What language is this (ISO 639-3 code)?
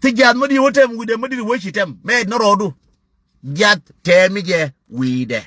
nus